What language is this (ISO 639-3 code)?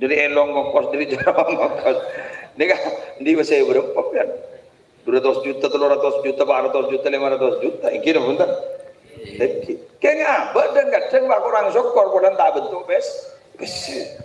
mad